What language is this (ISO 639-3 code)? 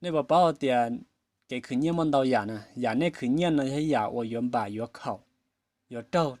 hmn